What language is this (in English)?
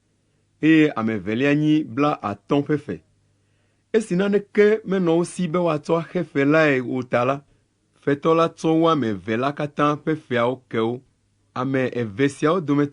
Ewe